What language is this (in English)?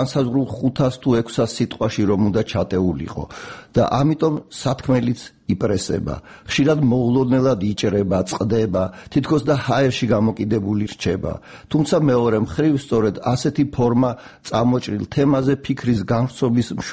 Georgian